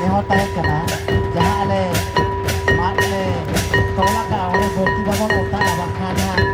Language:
Santali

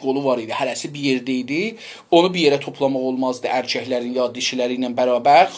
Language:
South Azerbaijani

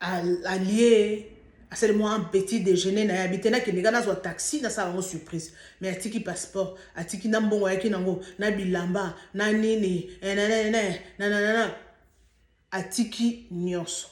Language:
Lingala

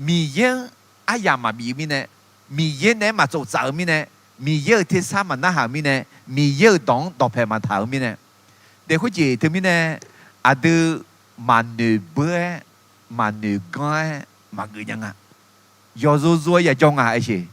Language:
Akha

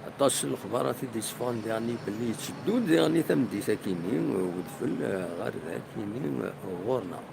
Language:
Kabyle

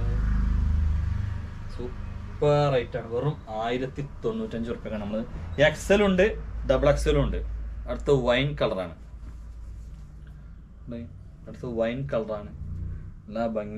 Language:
Malayalam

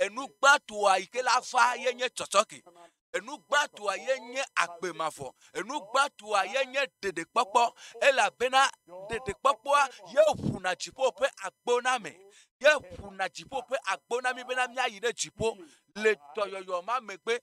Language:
Ewe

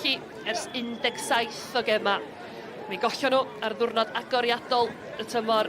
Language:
Welsh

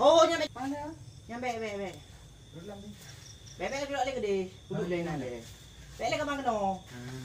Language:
Achinese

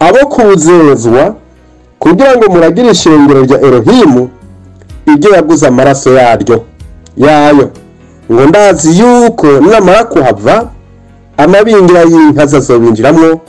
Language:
Rundi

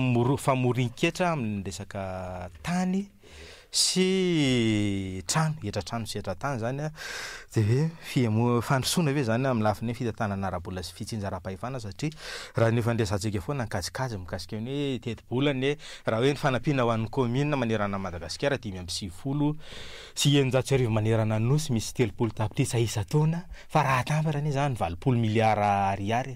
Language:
Malagasy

